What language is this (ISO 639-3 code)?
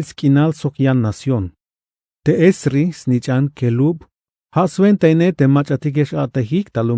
tzh